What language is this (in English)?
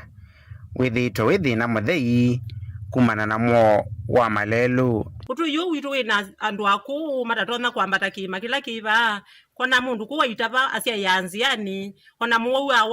Kamba